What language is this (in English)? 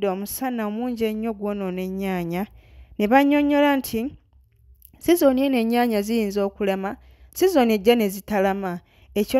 Ganda